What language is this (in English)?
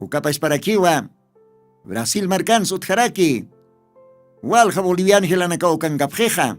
Aymara